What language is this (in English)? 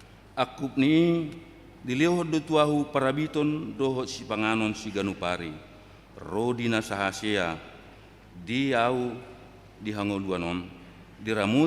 Batak Toba